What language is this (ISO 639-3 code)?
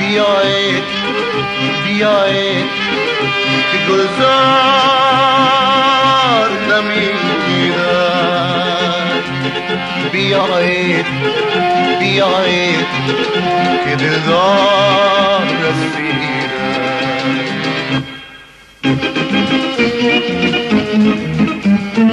fas